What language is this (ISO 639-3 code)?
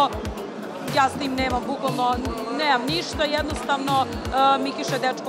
srp